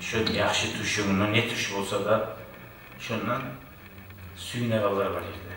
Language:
Kumyk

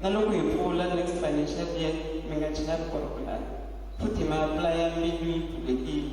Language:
Tsonga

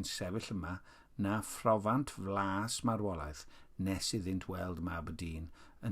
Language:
Welsh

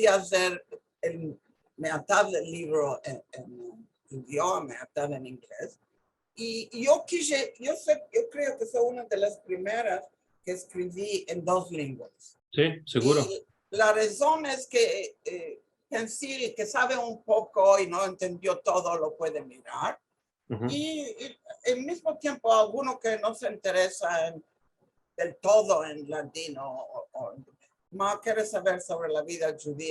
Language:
Ladino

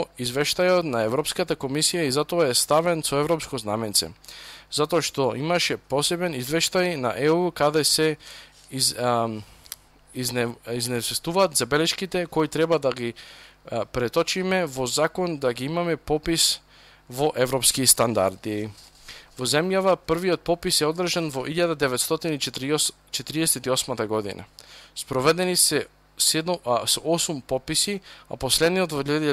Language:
Macedonian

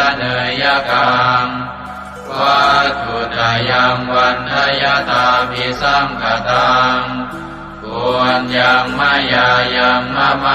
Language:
Pali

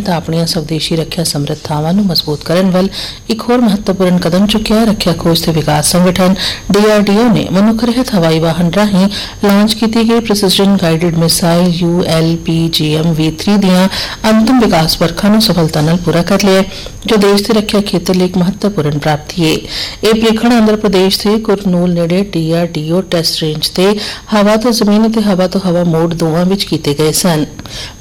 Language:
Punjabi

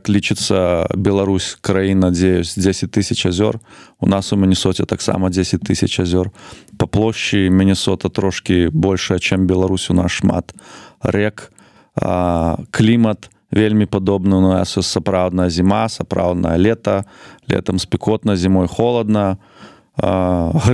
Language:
Belarusian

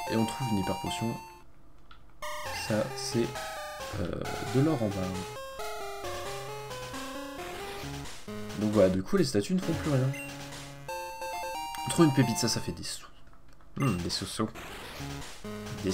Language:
French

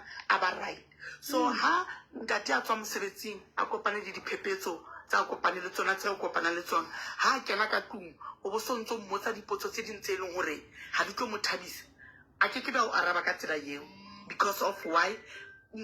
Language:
Southern Sotho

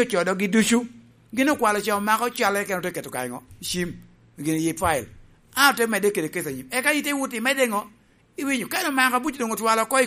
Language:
Lango (Uganda)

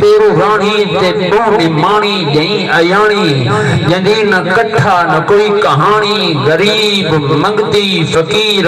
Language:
Saraiki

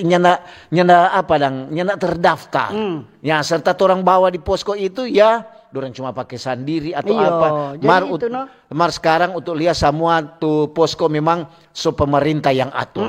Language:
Manado Malay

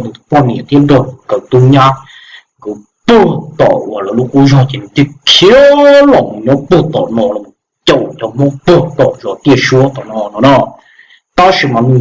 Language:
Hmong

